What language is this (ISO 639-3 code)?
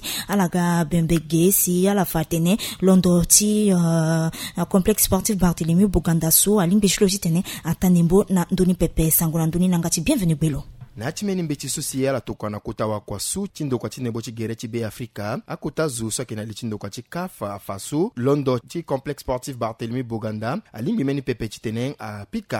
sag